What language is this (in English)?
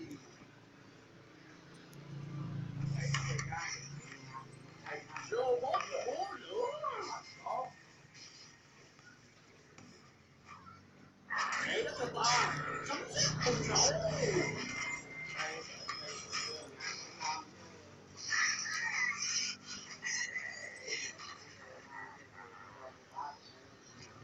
Vietnamese